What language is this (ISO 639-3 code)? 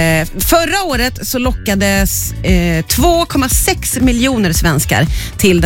swe